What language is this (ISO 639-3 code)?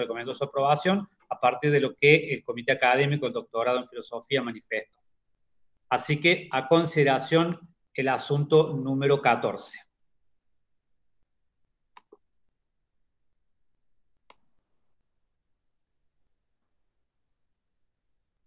spa